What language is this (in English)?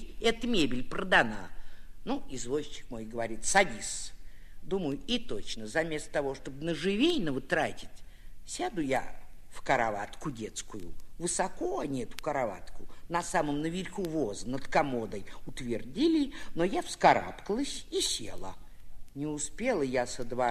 Russian